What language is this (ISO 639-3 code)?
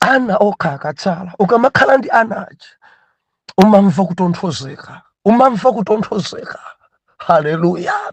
nya